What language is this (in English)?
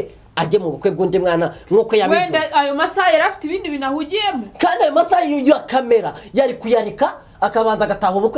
Kinyarwanda